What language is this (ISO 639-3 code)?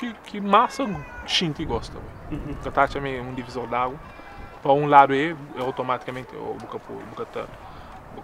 kea